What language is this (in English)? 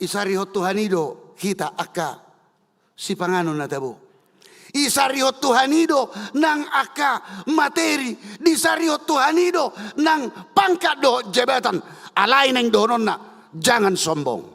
Batak Toba